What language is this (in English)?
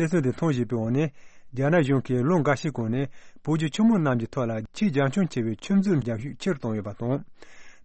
Tibetan